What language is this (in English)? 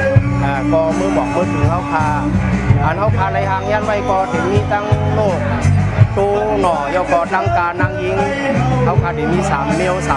Shan